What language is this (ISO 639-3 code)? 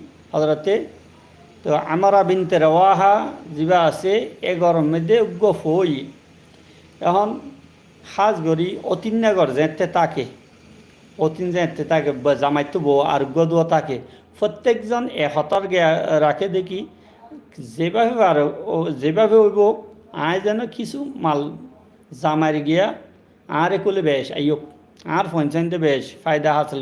rhg